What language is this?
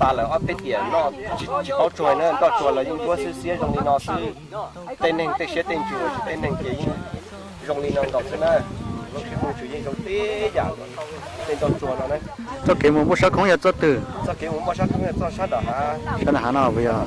Hmong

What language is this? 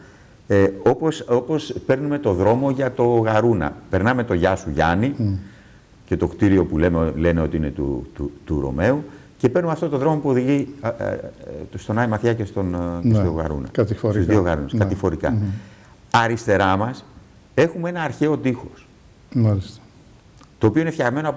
Greek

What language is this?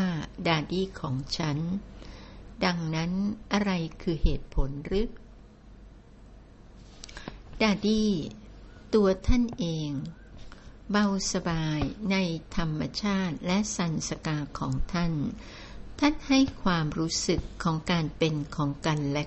Thai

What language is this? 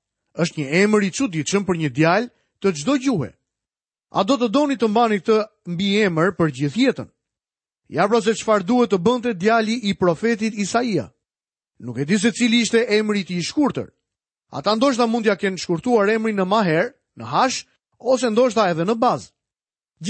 Albanian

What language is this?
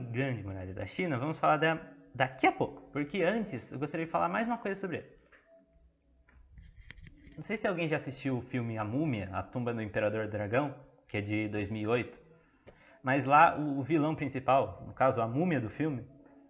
Portuguese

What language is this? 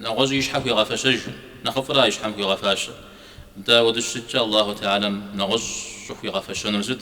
Kabardian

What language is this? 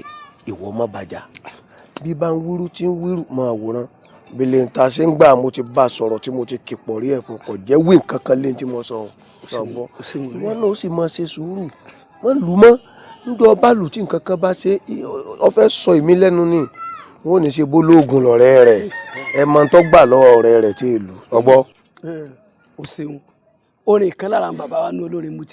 Yoruba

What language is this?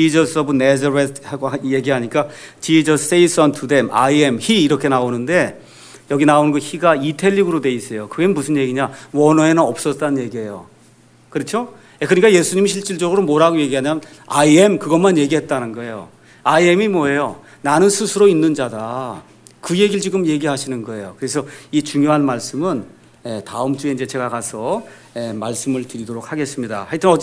Korean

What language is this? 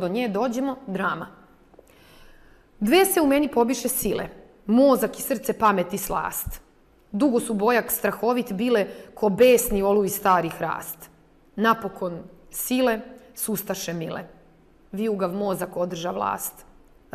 Serbian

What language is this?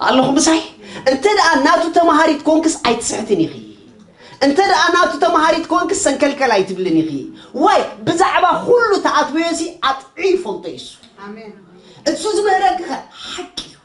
Tigrinya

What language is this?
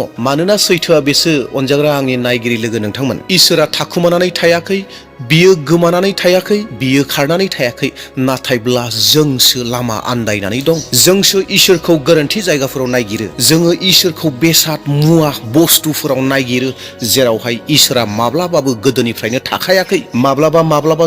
Bodo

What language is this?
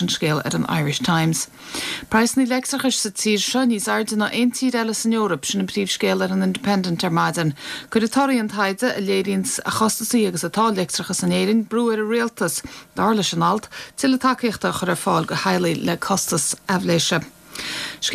Irish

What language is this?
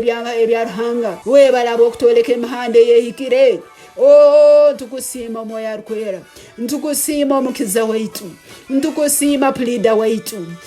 Tooro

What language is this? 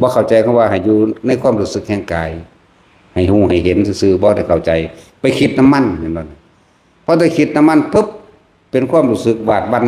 Northeastern Thai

